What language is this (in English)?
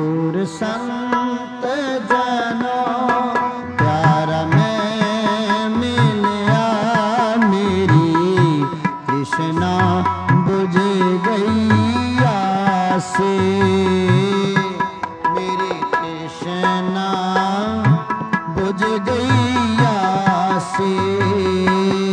Punjabi